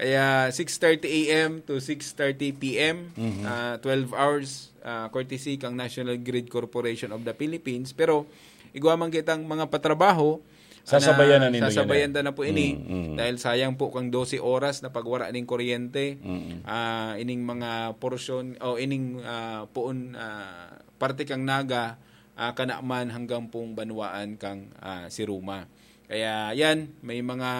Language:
Bikol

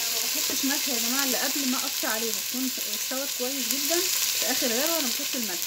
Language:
Egyptian Arabic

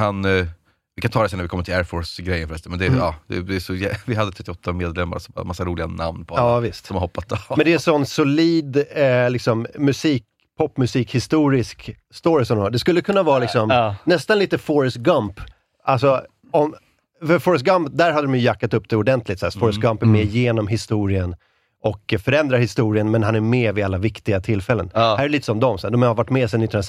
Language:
Swedish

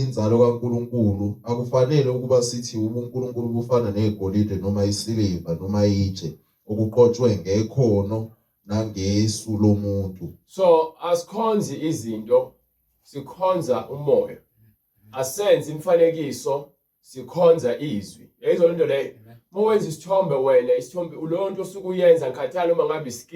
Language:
Zulu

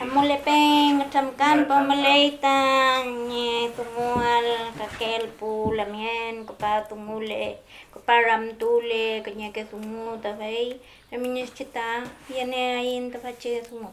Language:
Mapuche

